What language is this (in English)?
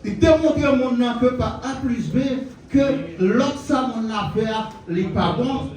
Haitian Creole